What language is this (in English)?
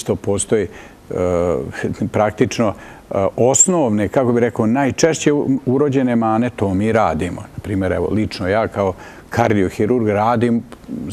Bosnian